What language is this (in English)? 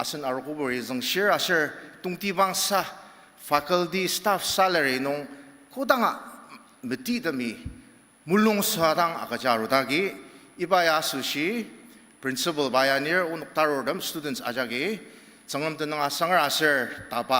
Ao Naga